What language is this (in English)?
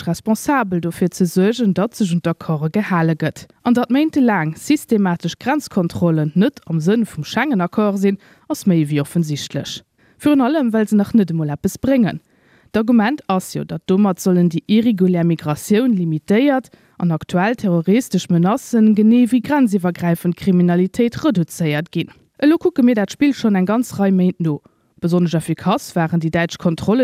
Luxembourgish